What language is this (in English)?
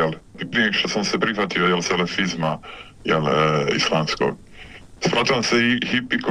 Bosnian